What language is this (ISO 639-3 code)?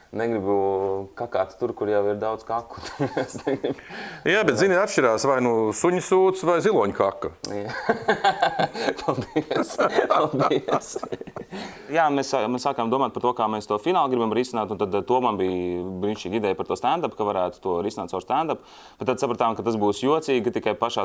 lav